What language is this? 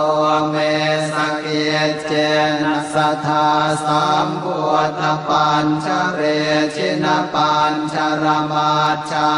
Pali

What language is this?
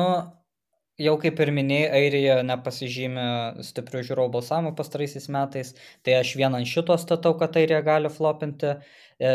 Lithuanian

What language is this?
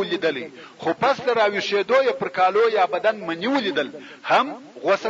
Pashto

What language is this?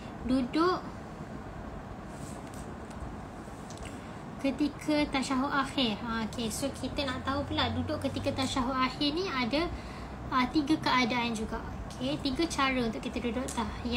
Malay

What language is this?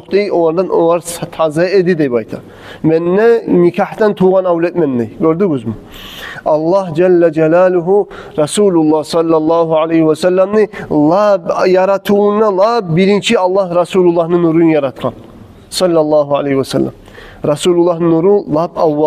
Kumyk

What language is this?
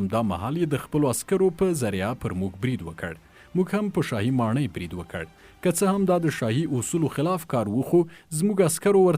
Pashto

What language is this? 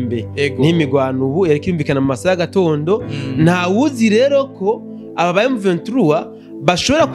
Rundi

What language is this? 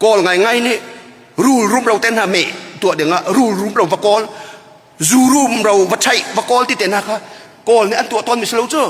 Hakha Chin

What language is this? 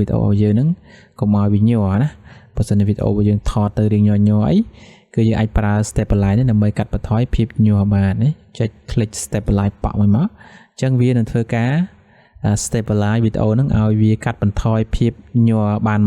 Khmer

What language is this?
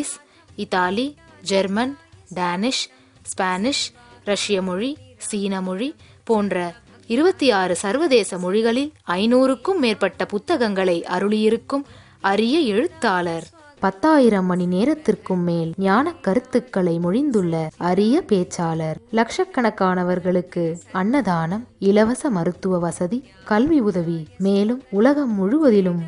Tamil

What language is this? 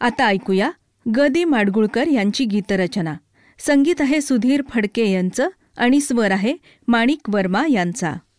Marathi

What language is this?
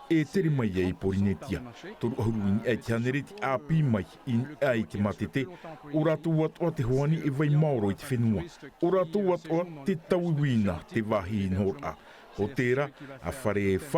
Tahitian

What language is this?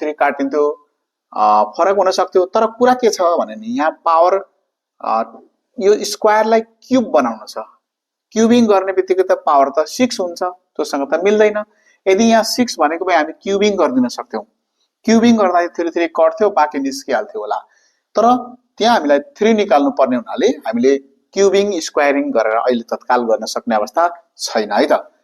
Nepali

